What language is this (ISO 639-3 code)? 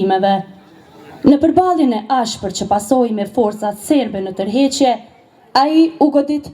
sqi